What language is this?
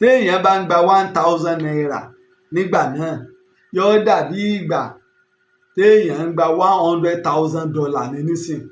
Yoruba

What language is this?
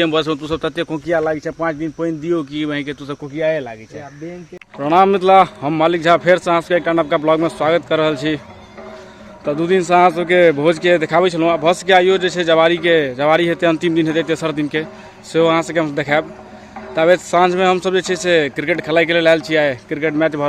Maithili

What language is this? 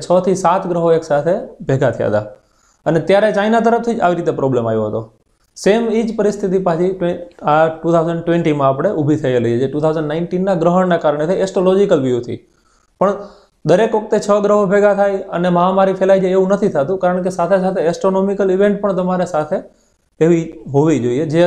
Gujarati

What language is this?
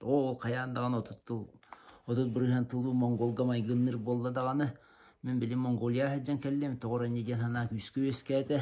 Yakut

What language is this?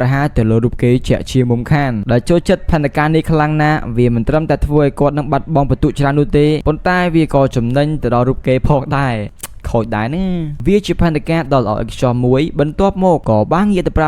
Khmer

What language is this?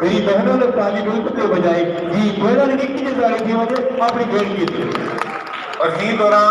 Saraiki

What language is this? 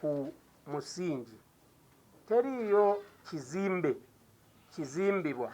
Ganda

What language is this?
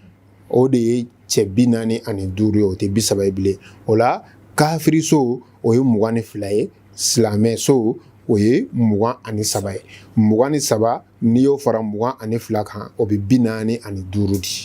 Bambara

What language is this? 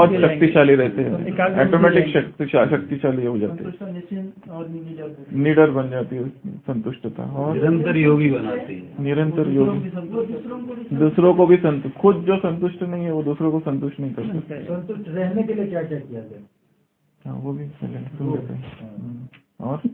Hindi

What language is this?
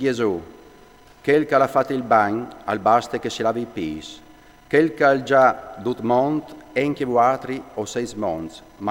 Friulian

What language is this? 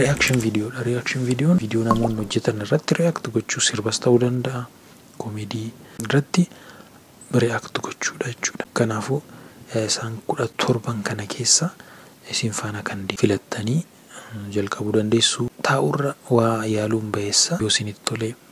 Oromo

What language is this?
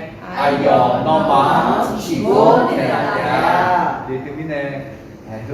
Akha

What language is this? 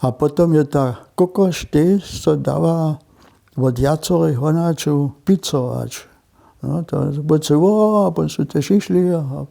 Upper Sorbian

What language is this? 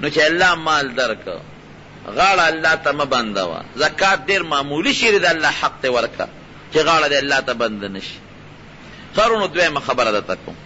Pashto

